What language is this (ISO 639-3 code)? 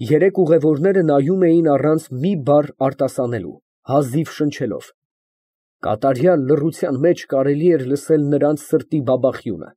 hye